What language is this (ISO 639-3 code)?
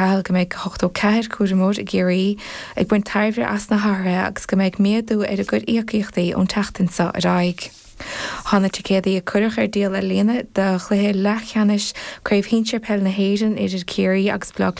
gle